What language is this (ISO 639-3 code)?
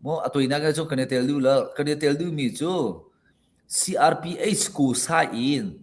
cnh